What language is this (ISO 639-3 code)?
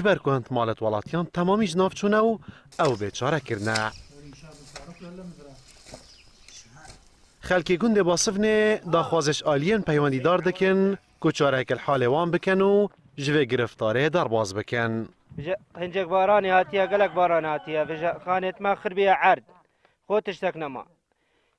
kur